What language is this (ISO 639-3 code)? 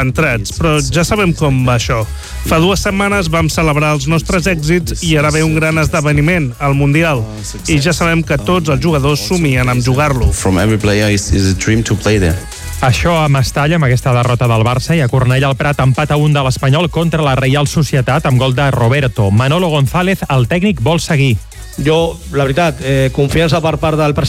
cat